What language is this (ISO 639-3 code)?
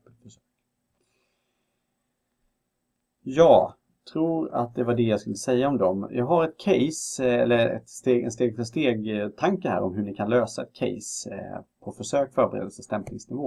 swe